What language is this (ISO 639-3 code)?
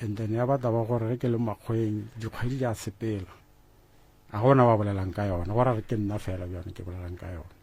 nso